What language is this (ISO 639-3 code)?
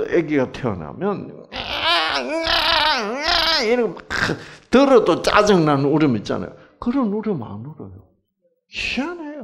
kor